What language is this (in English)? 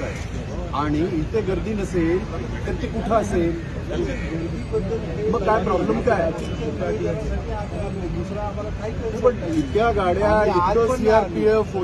Marathi